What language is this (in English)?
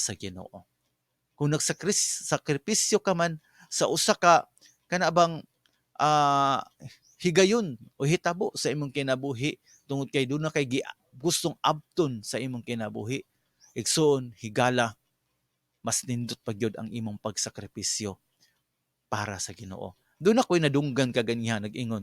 Cebuano